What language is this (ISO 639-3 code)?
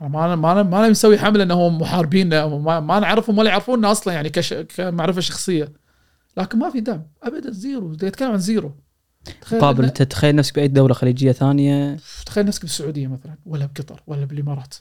afb